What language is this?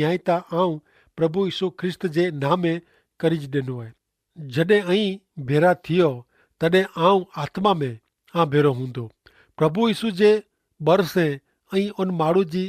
Kachhi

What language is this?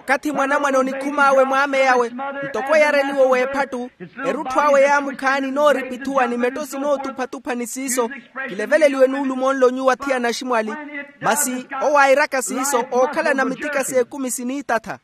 Makhuwa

